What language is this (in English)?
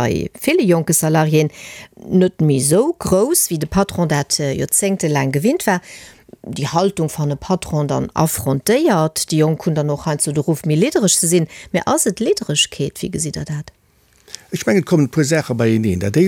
Luxembourgish